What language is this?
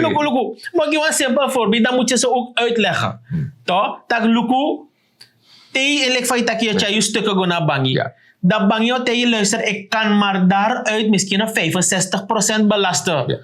Sranan Tongo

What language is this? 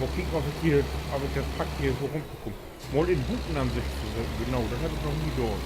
Low German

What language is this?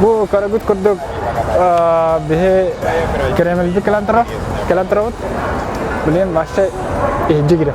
Yakut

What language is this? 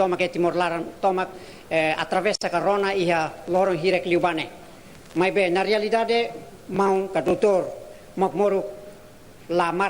Tetum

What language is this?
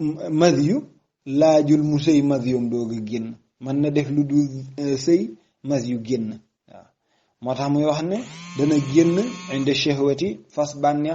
Wolof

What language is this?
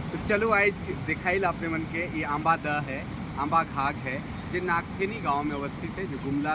Sadri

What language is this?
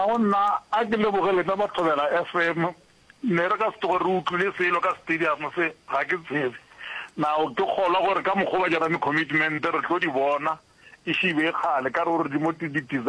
Northern Sotho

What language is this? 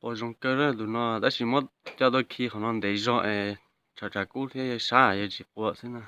Hmong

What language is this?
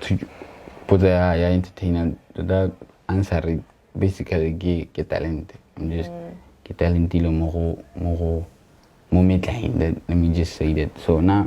Tswana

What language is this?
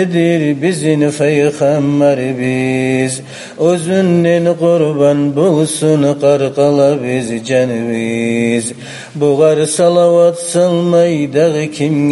Kumyk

